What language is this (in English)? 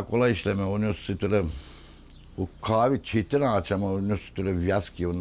Gagauz